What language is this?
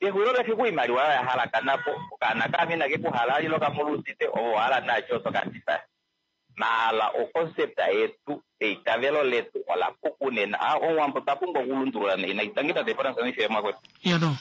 Kuanyama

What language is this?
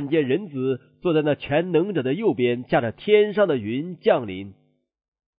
Chinese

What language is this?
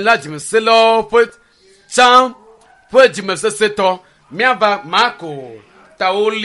Ewe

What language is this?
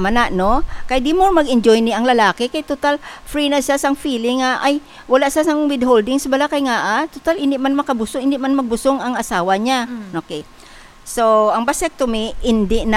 Hiligaynon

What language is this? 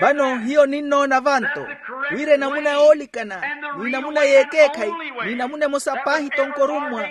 Makhuwa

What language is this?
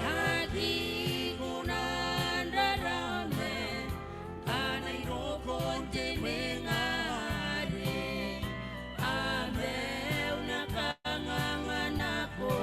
Gilbertese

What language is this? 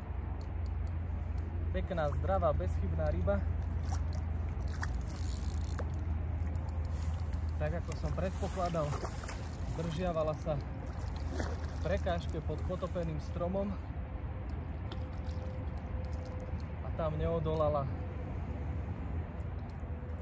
Slovak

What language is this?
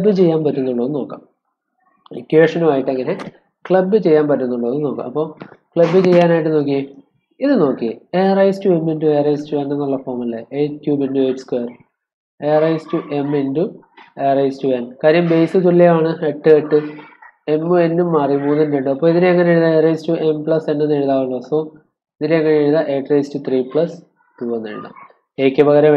Malayalam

